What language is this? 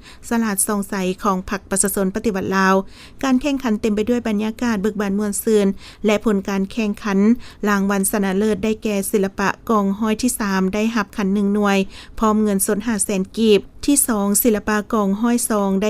Lao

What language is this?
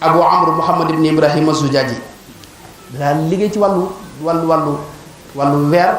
Wolof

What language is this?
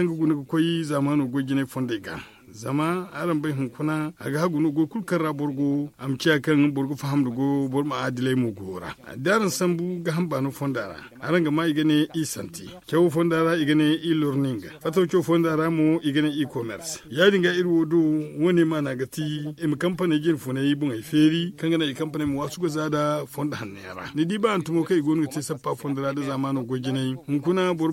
Zarma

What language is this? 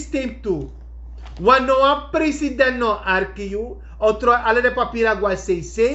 Sranan Tongo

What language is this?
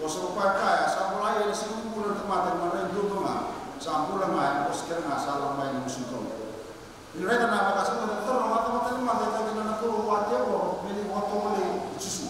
Fijian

